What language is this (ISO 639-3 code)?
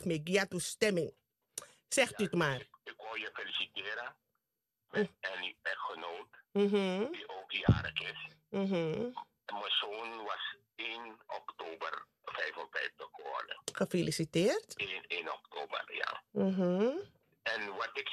nld